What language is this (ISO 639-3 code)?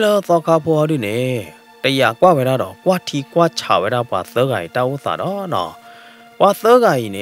ksw